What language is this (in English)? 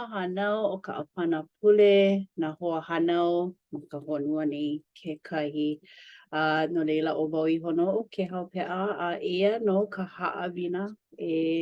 Hawaiian